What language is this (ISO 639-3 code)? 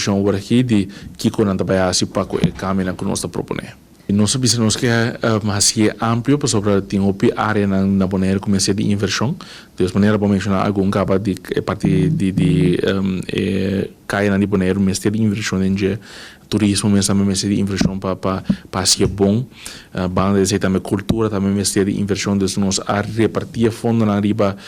pap